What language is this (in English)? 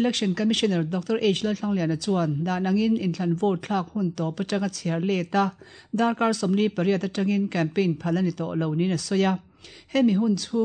Mizo